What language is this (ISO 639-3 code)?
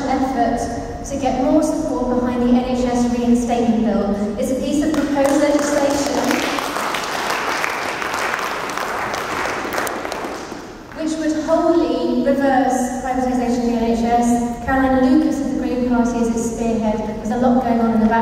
eng